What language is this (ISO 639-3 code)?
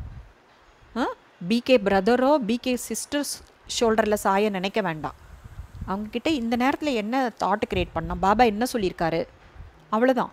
tam